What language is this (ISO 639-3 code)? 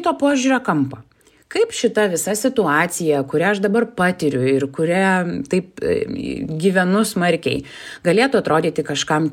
lit